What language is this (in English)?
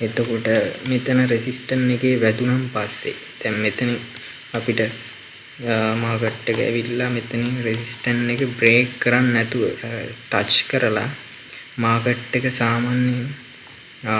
Sinhala